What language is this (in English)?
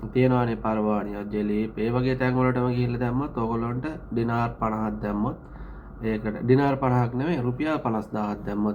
Sinhala